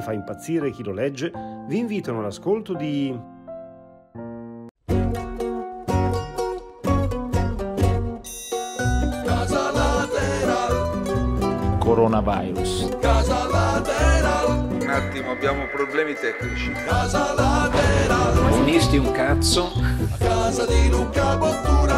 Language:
Italian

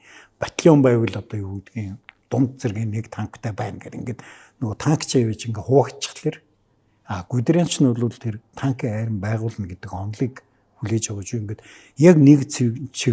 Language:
Mongolian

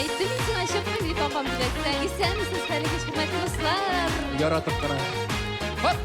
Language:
Tatar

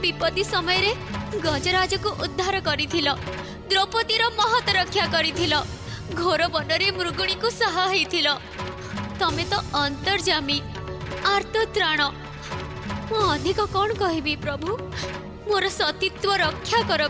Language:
Odia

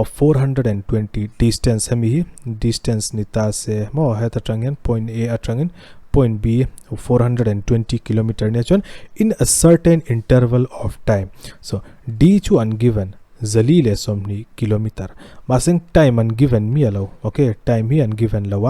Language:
Mizo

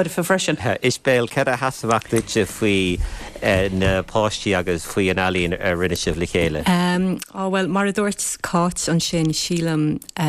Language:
Irish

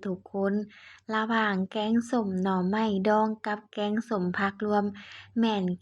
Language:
Lao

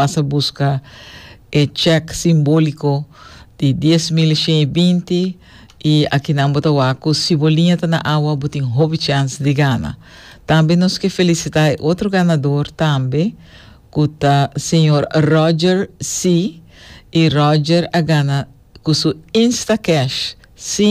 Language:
Papiamento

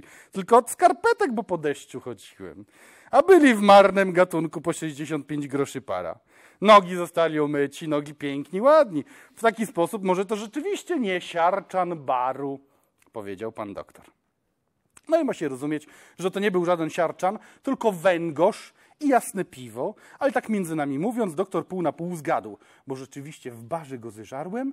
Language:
Polish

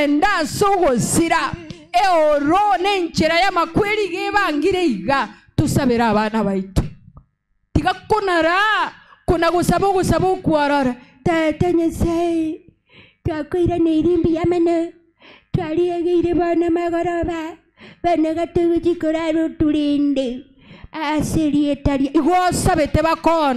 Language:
Gusii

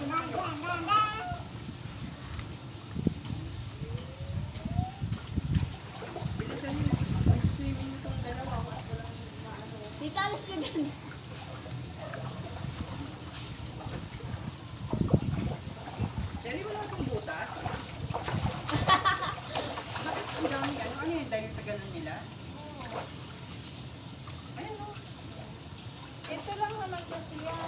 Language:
Filipino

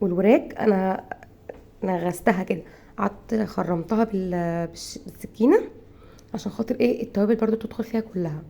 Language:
Egyptian Arabic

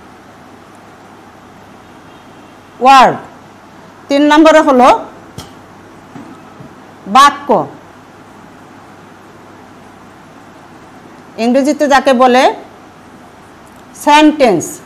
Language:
Bangla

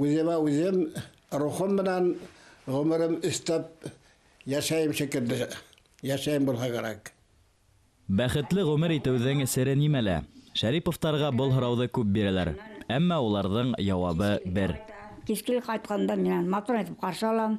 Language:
Bashkir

